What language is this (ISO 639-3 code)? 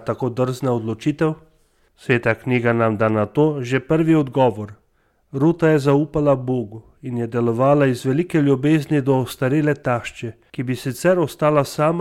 slv